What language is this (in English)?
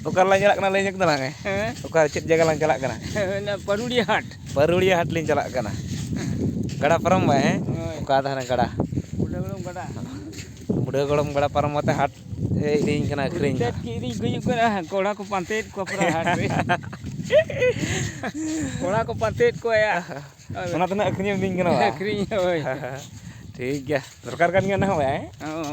Santali